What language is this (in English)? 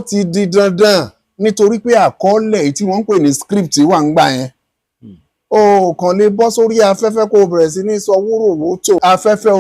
Yoruba